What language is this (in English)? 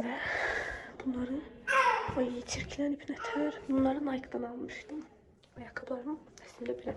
Azerbaijani